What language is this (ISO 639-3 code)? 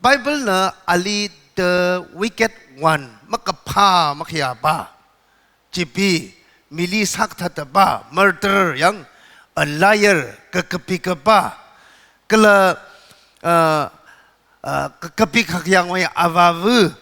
nmf